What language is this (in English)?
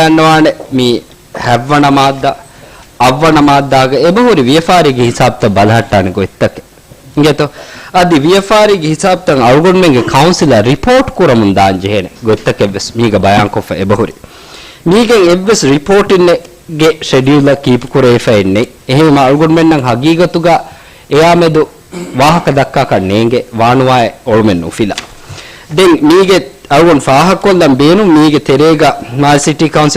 Divehi